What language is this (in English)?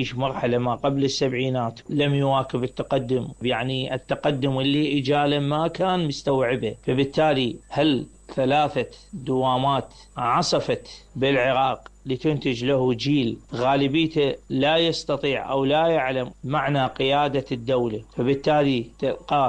Mesopotamian Arabic